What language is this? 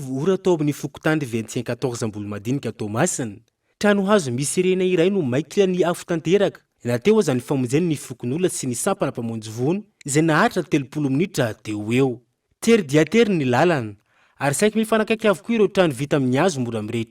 Malagasy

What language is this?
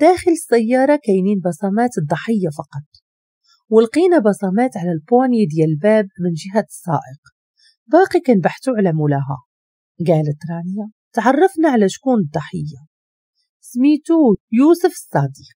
Moroccan Arabic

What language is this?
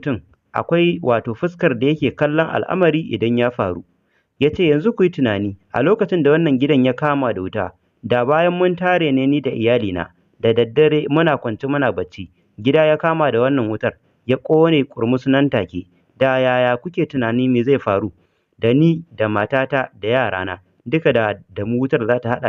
Hausa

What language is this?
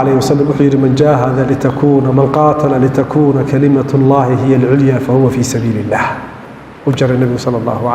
Somali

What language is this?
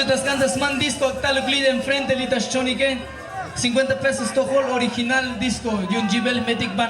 Tzotzil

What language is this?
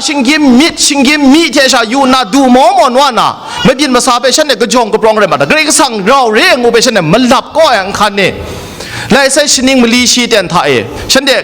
Kachin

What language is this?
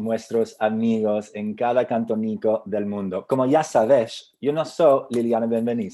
Ladino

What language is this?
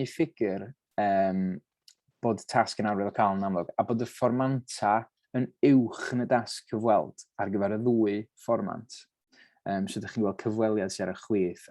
Welsh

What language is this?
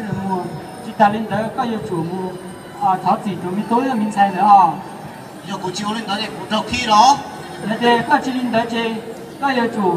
Hmong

